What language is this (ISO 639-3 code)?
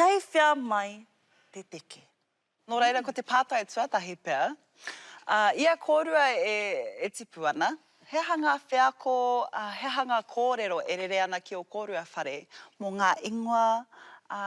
mri